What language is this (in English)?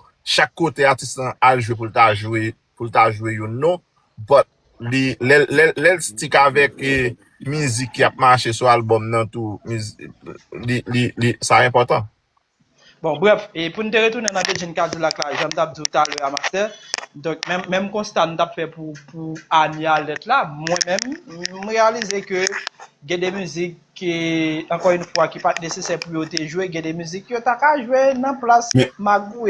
Haitian Creole